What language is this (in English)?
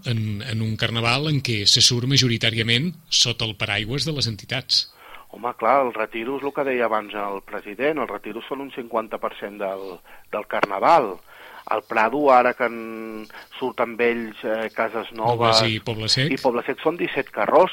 Catalan